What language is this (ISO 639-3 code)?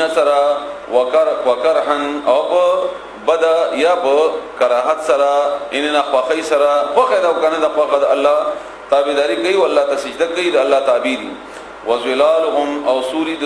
pus